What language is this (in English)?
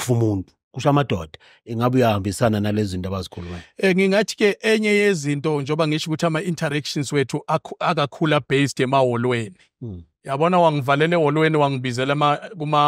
Zulu